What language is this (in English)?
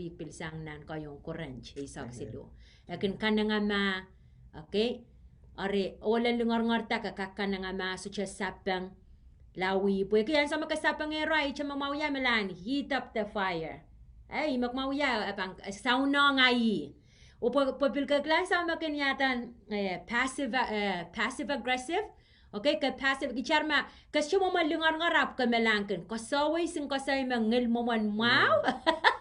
Pohnpeian